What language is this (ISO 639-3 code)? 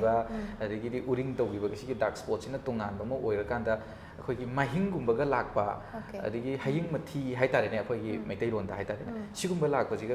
mni